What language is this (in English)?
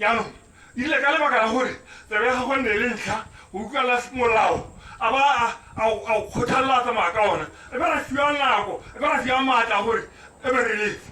Tswana